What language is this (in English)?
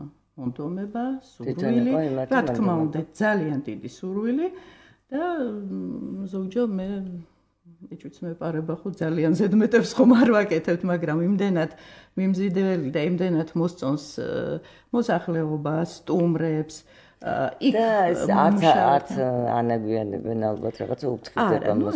Georgian